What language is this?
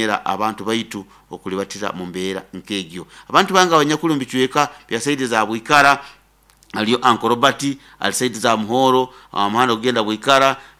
Nyoro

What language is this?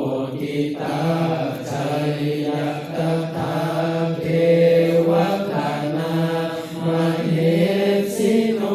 Pali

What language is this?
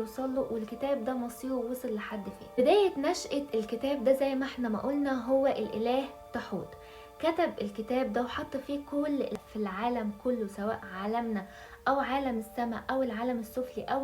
Egyptian Arabic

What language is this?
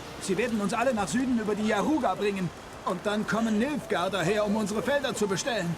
Swiss German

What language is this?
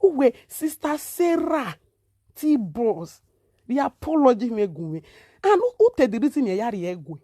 Nigerian Pidgin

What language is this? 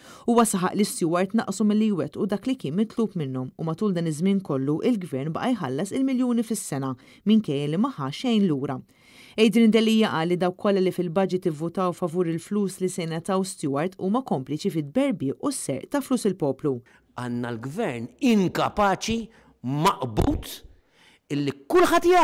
Maltese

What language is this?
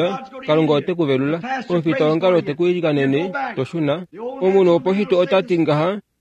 Kuanyama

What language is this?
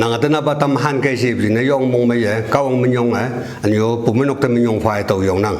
Konyak Naga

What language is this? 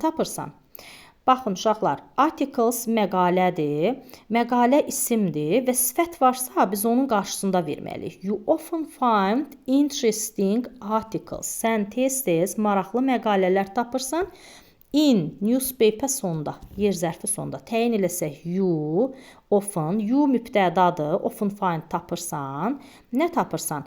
Azerbaijani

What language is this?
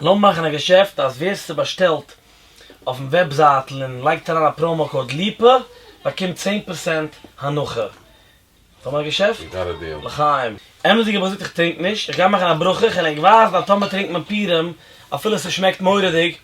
Yiddish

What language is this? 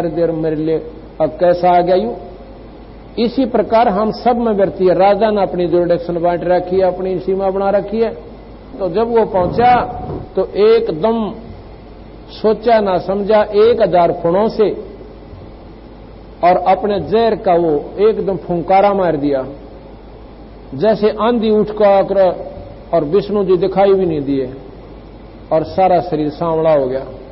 Hindi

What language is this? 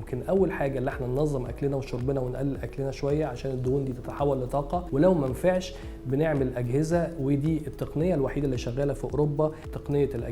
Egyptian Arabic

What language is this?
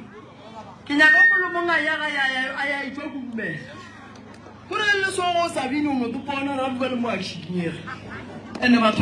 Northern Sotho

